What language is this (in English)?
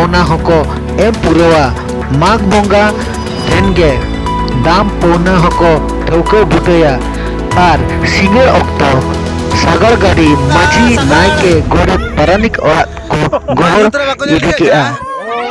Santali